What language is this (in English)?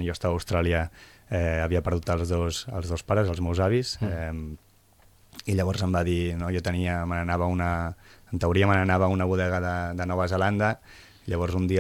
Catalan